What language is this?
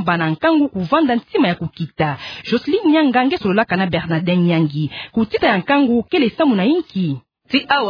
Kituba (Democratic Republic of Congo)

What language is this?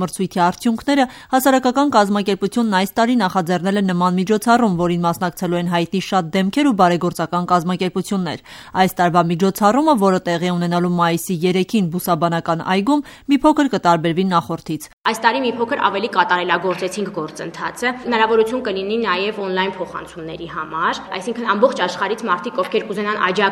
Armenian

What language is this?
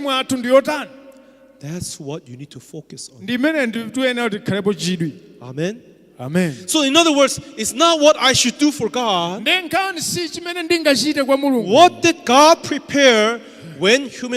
Nyanja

